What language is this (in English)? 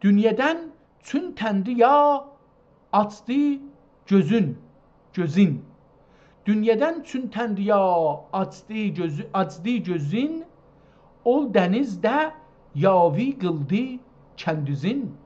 South Azerbaijani